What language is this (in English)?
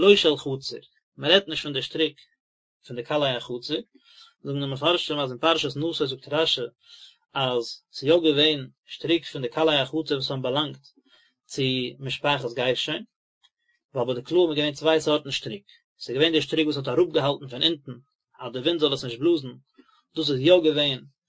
Yiddish